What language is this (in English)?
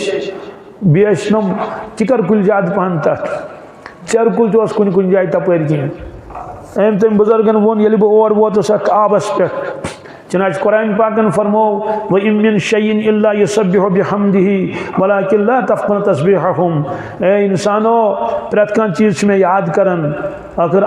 Kashmiri